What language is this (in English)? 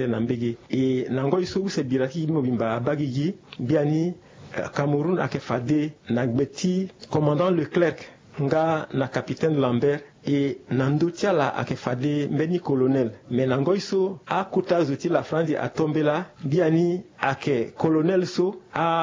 Sango